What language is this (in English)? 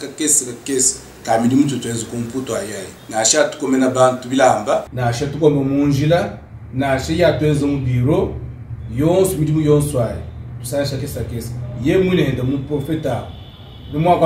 Luba-Lulua